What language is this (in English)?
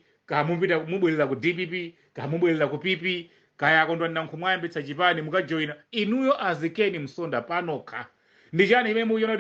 Nyanja